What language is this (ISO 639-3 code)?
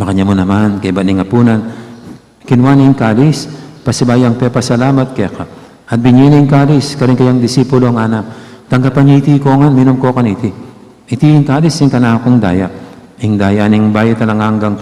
pam